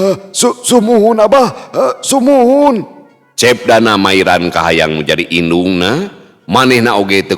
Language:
Sundanese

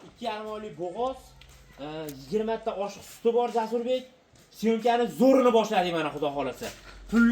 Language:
Uzbek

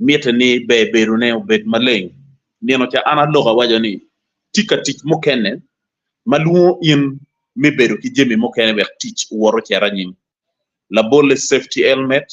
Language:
Acoli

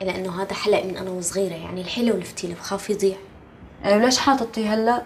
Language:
North Levantine Arabic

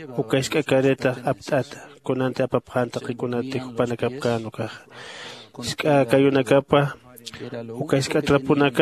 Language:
Aymara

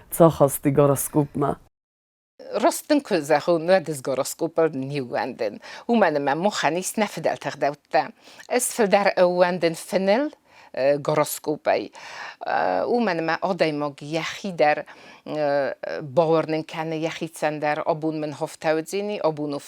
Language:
Ossetic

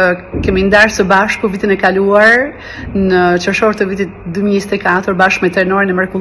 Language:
Albanian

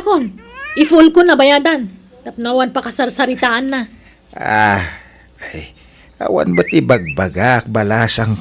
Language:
Iloko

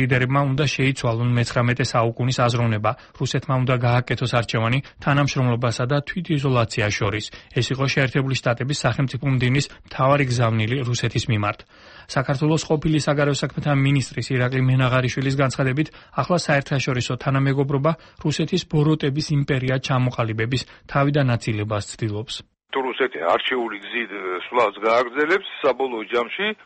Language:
Georgian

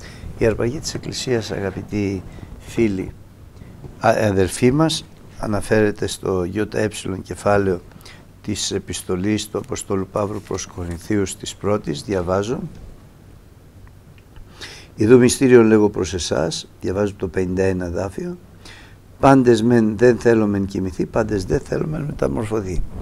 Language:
Greek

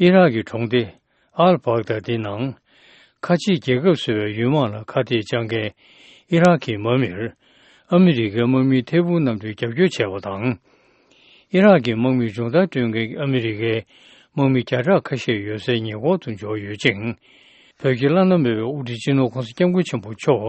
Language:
Tibetan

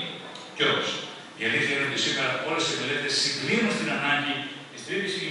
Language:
Greek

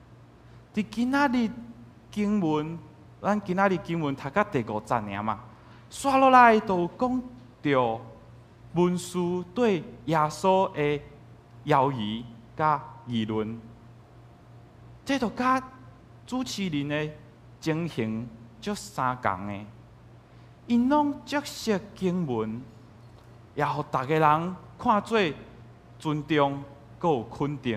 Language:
Min Nan Chinese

